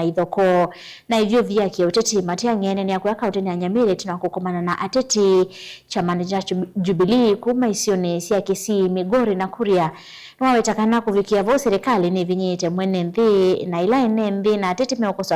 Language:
Kamba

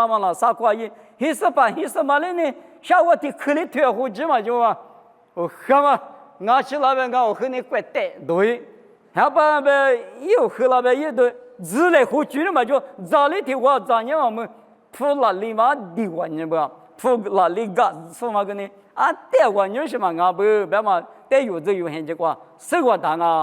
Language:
Lisu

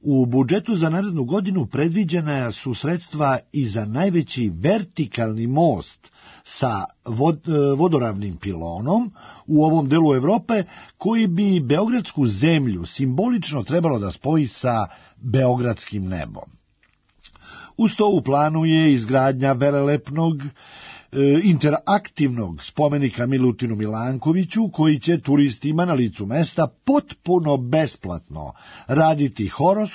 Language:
Serbian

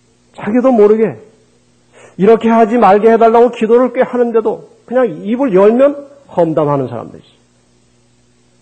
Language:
Korean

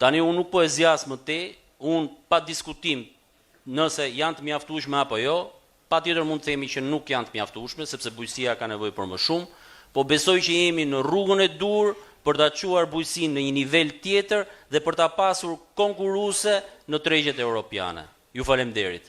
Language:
Albanian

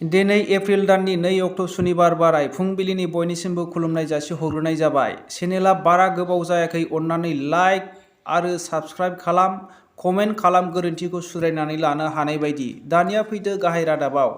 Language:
Bodo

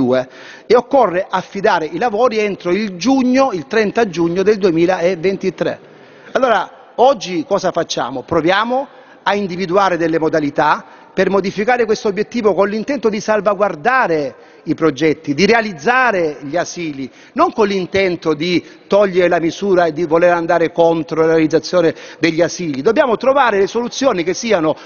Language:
Italian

